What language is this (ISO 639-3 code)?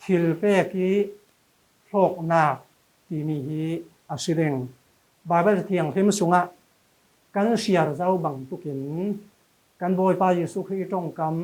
cfm